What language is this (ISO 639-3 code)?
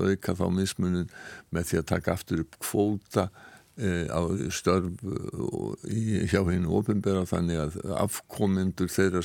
isl